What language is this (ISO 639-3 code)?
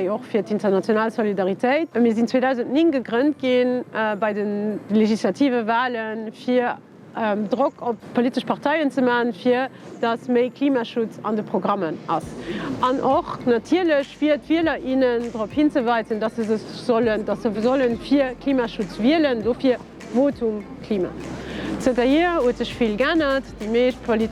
ltz